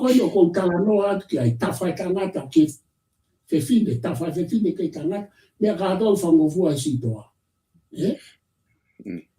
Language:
Tongan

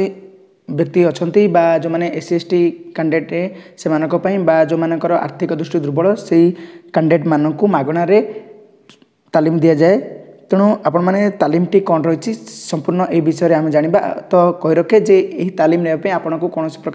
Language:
Odia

